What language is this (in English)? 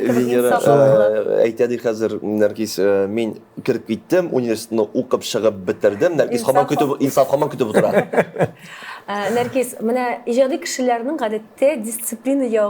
Tatar